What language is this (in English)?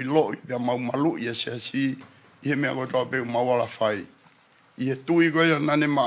Tongan